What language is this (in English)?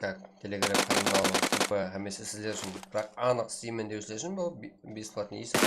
Kara-Kalpak